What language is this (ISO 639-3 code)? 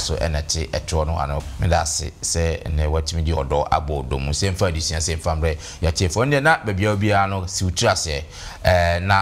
aka